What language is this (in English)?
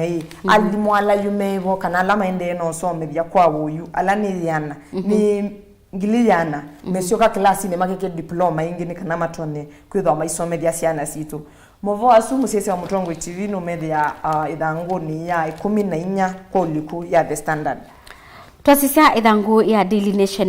Kamba